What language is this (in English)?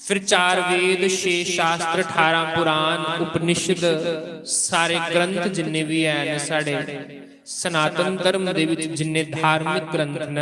Dogri